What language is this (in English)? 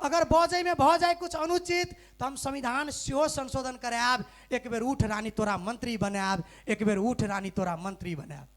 Maithili